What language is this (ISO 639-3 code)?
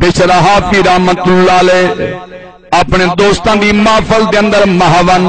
skr